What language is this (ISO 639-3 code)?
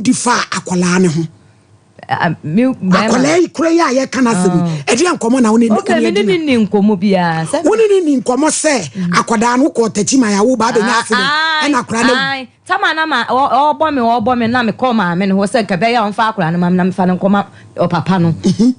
aka